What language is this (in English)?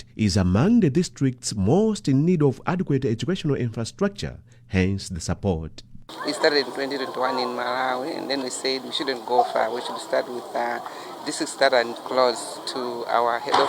English